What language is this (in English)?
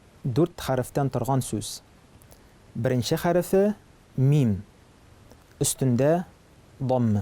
Tatar